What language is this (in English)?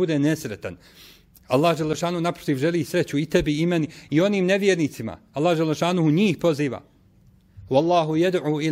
Bosnian